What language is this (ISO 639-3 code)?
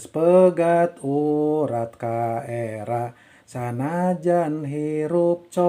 sun